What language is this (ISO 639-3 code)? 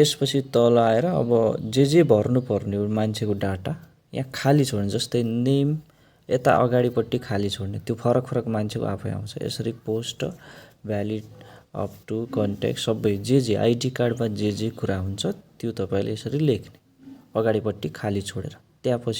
nep